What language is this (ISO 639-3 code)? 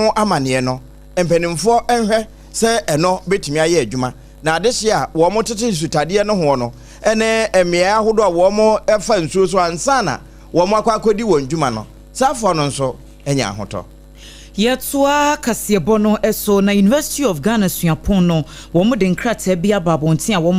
aka